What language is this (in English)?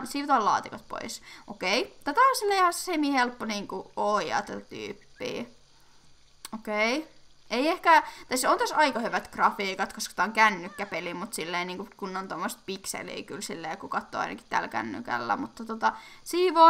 Finnish